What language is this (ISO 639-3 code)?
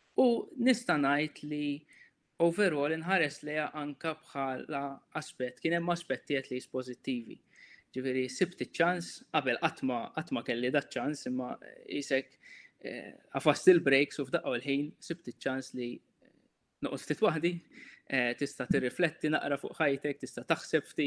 mlt